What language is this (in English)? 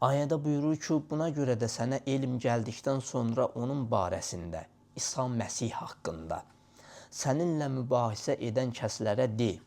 Azerbaijani